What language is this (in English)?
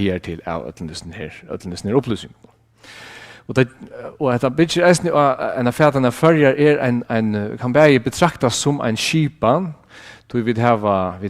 Faroese